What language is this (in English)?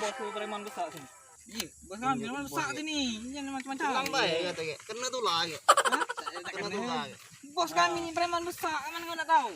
Musi